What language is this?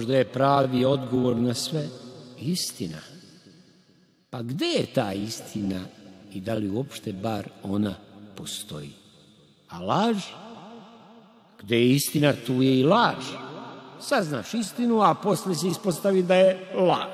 Serbian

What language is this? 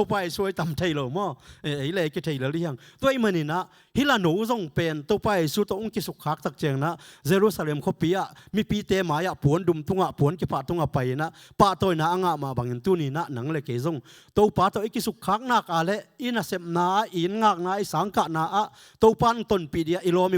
Tedim Chin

